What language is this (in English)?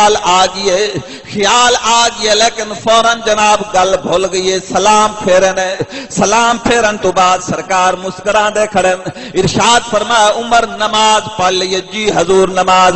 Saraiki